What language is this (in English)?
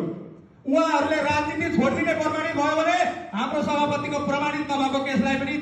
Nepali